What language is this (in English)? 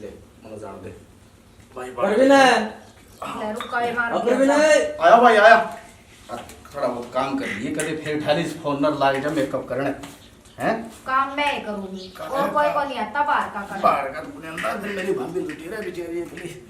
Haryanvi